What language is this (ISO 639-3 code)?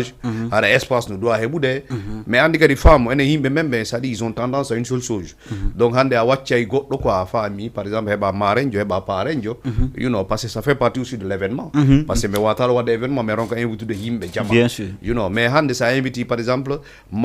ful